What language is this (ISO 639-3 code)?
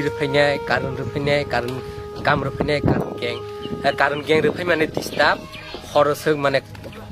trp